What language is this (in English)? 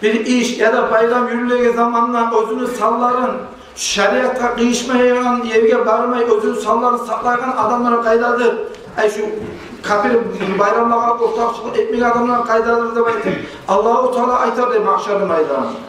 Kumyk